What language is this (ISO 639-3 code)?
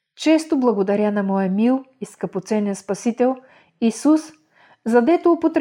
bul